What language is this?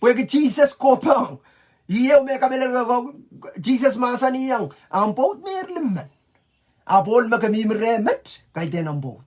Pohnpeian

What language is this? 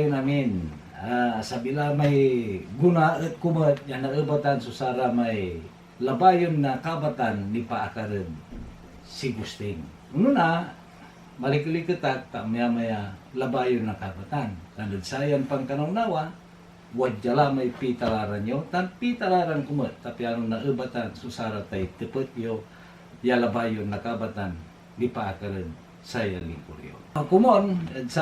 Pangasinan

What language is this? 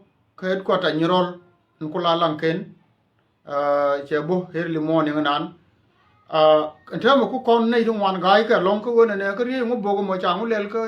Nuer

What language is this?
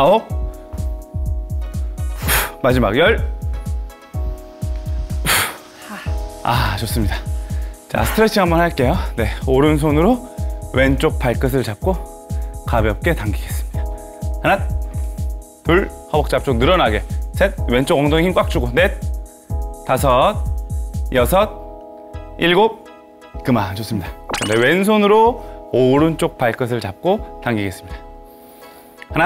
Korean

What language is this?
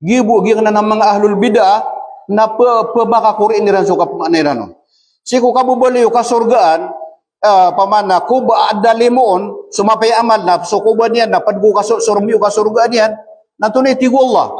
Maranao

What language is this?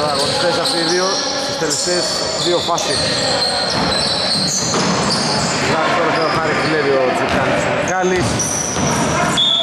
Greek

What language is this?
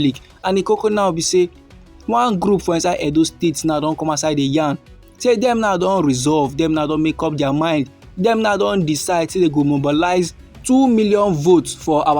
Nigerian Pidgin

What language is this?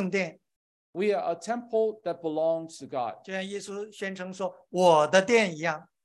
Chinese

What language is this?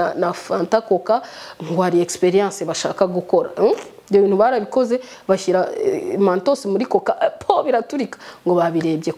Kinyarwanda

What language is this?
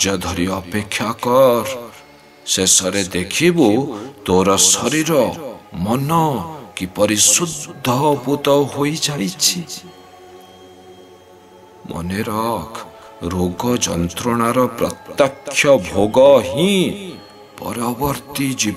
Odia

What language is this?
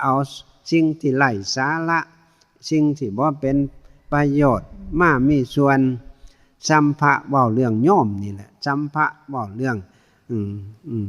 Northeastern Thai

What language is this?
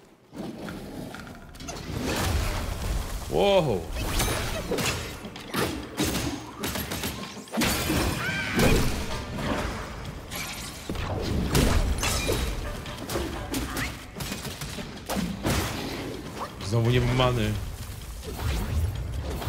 Polish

